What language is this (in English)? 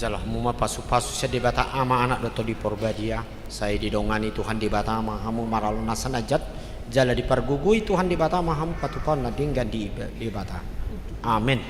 Batak Toba